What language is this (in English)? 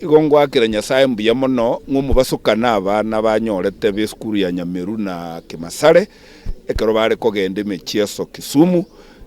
Gusii